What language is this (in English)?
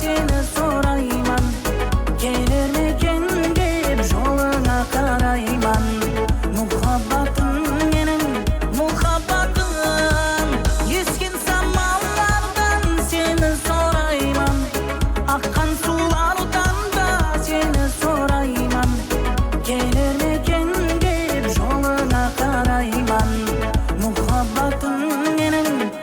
Kara-Kalpak